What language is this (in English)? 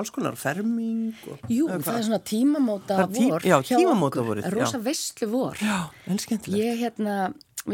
Icelandic